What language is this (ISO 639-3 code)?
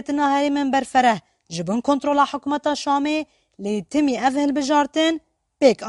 kur